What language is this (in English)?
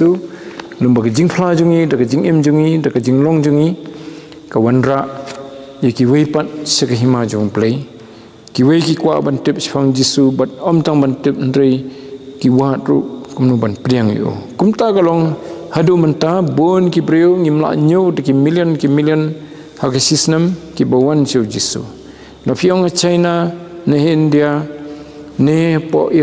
Khasi